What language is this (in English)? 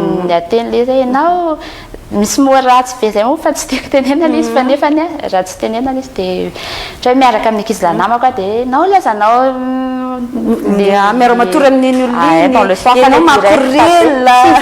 Malagasy